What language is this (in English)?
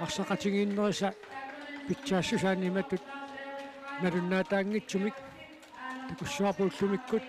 Kalaallisut